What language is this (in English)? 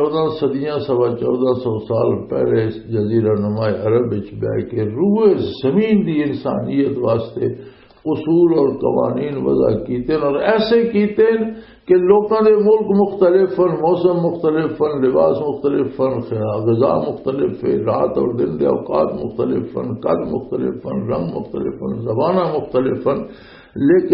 Western Panjabi